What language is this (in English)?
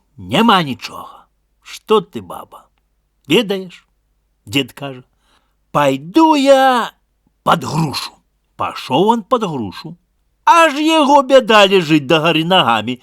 Belarusian